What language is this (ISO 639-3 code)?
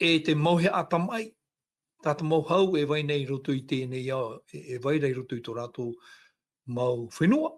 tah